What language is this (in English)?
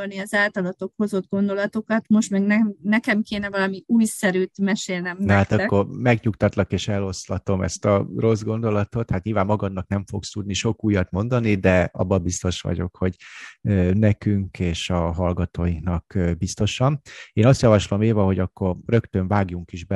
Hungarian